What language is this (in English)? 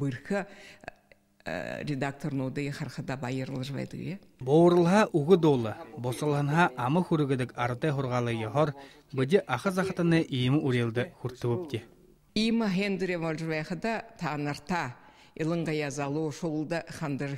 Buriat